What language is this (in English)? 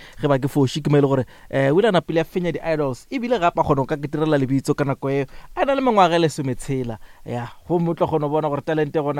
Northern Sotho